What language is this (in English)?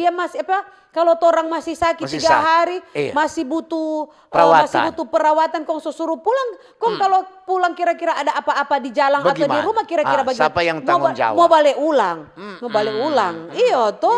Manado Malay